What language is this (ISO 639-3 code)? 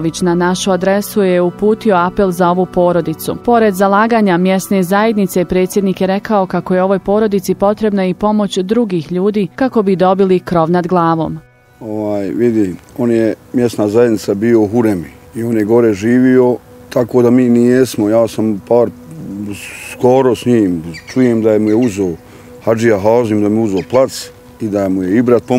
bos